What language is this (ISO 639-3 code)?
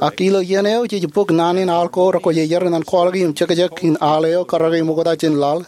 mah